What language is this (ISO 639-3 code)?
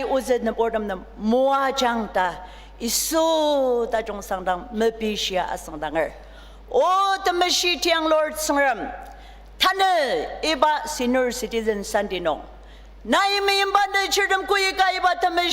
njo